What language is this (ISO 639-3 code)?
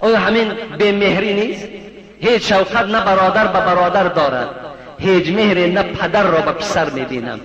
tgk